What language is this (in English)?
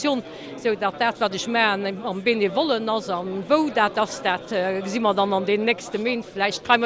Luxembourgish